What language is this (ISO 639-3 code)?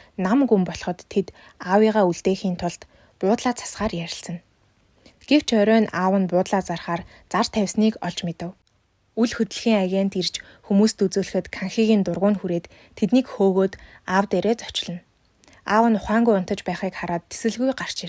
mon